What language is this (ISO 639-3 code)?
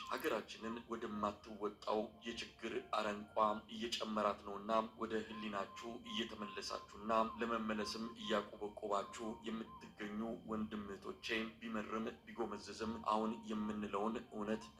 amh